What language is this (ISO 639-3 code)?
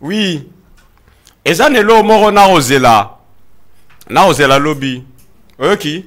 lin